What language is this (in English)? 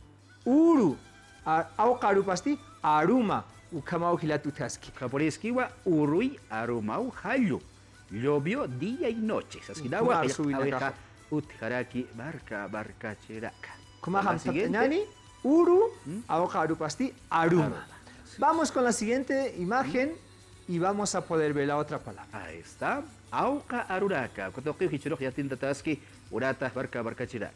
Aymara